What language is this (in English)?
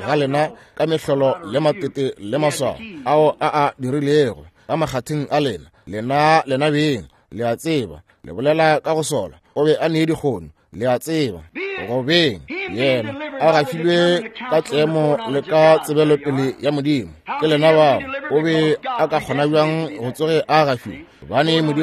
Northern Sotho